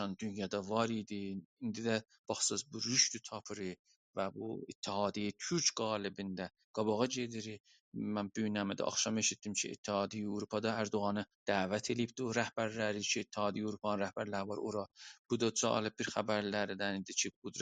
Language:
South Azerbaijani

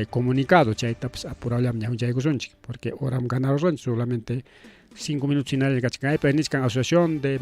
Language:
Ayacucho Quechua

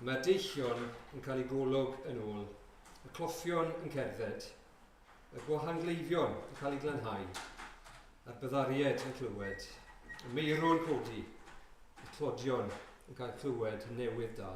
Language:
Welsh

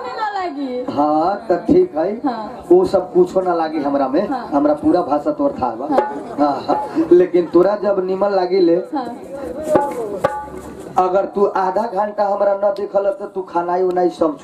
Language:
Bhojpuri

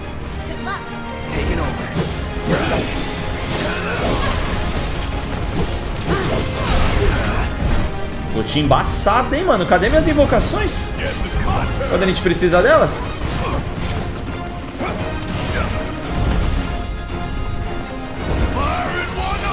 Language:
Portuguese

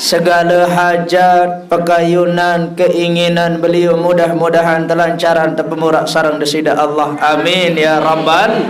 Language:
Sasak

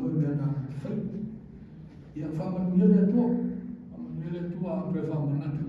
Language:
Samoan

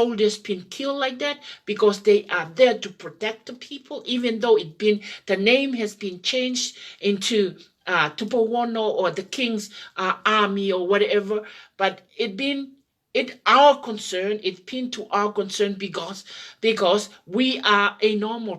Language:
Tongan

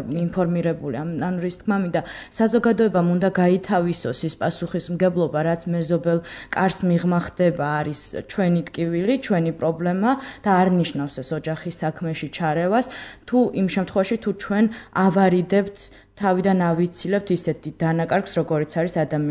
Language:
Georgian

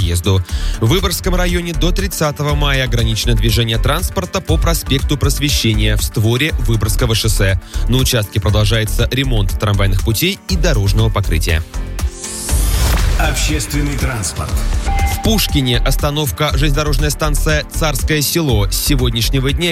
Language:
Russian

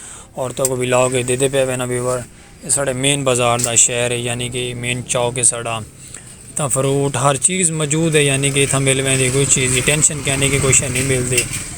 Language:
Saraiki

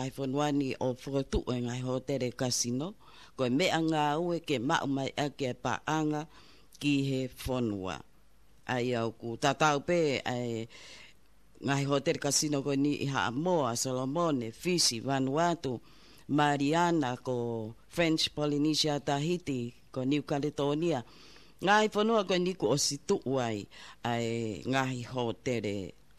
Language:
Tongan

